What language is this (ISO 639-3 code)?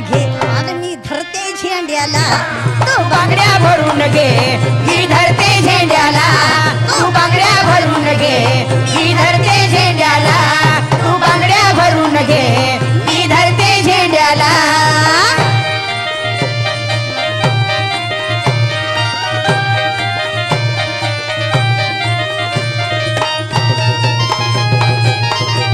mar